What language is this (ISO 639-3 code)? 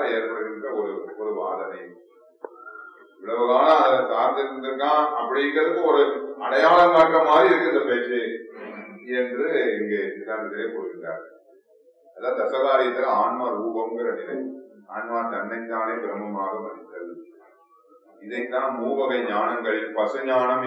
tam